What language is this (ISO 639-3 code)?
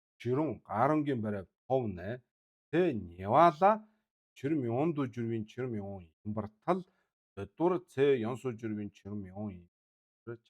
mon